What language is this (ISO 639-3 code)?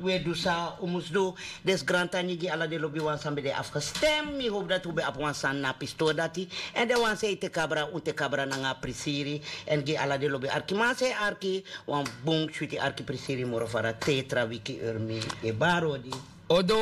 srn